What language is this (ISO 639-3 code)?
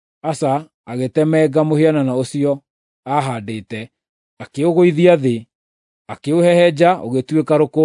kik